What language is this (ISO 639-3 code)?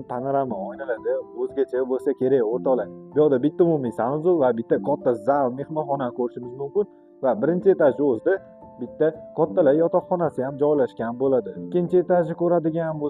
uzb